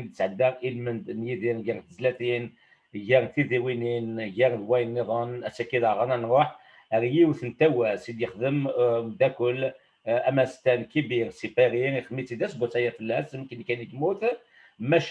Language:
Kabyle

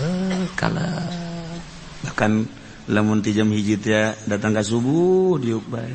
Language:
Sundanese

